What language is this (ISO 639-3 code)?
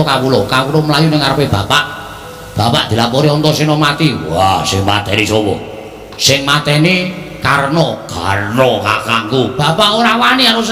jav